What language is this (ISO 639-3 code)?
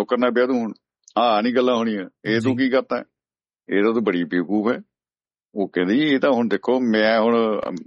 pan